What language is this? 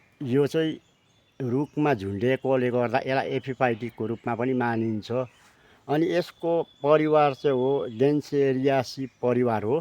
Nepali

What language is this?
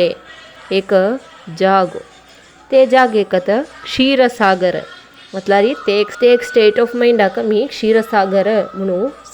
Konkani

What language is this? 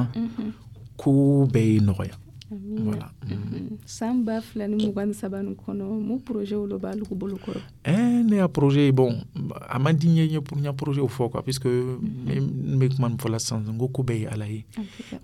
Dyula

